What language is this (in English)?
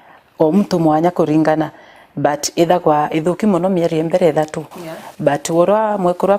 Meru